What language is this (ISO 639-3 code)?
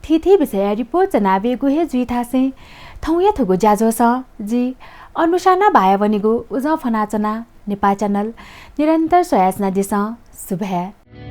new